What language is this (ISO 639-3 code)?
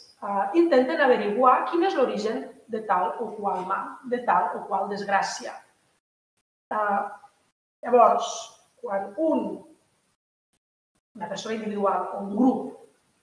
cat